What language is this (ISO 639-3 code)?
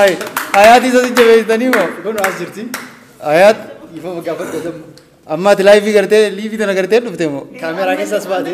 orm